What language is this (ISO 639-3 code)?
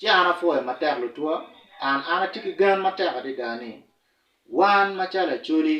ach